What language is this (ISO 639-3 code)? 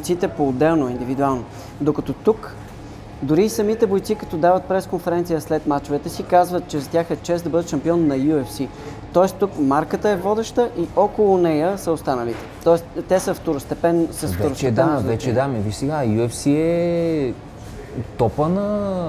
bul